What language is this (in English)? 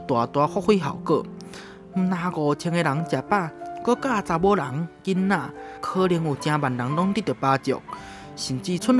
Min Nan Chinese